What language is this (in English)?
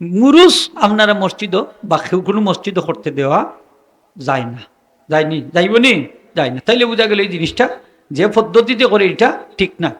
Sylheti